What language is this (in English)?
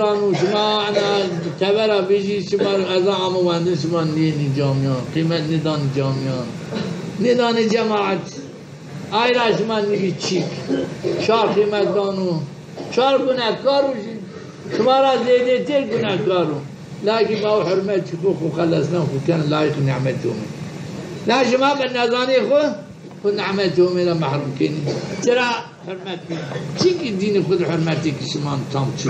Zaza